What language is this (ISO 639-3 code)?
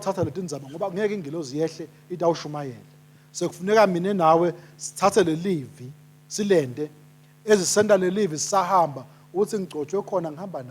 ssw